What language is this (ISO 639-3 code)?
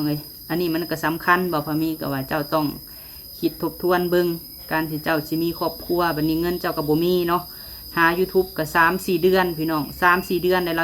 lao